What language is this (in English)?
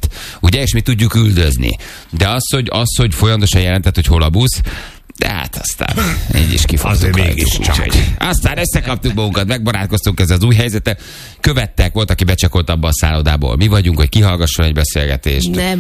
Hungarian